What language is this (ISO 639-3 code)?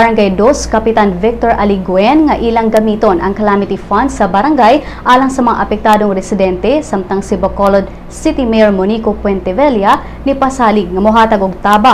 ceb